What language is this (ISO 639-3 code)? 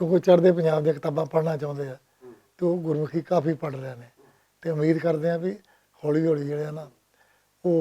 lah